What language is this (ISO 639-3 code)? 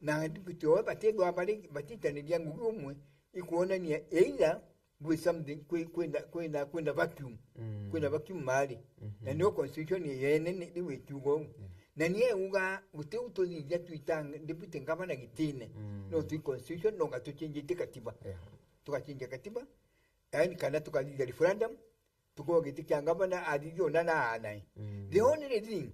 mer